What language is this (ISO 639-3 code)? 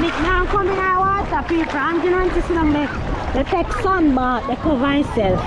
jam